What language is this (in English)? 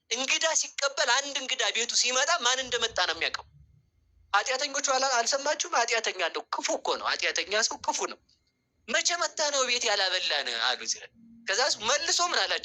Amharic